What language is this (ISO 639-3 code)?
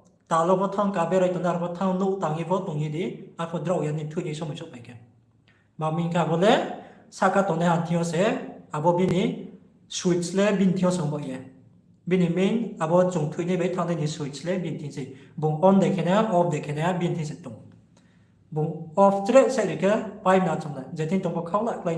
ria